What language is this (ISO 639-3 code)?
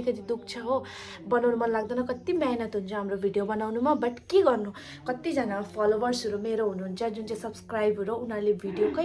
nep